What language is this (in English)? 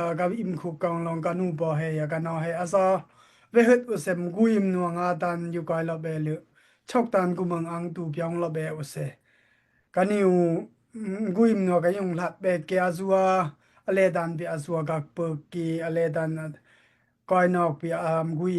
Daai Chin